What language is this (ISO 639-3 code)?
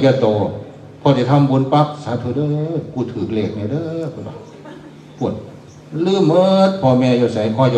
tts